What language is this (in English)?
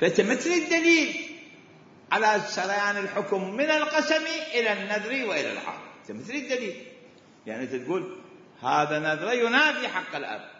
Mesopotamian Arabic